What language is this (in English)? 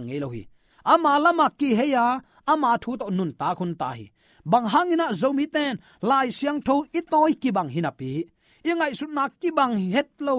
Tedim Chin